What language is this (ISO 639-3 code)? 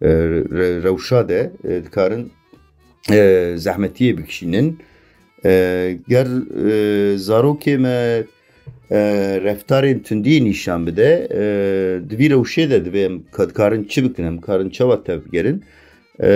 kur